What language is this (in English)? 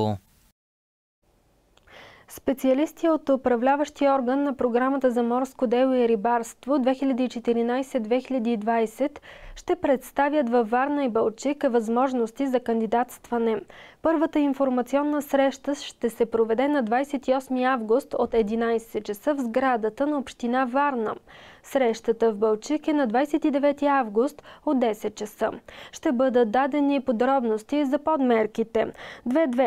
Bulgarian